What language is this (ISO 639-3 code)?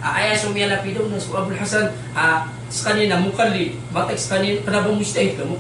mrw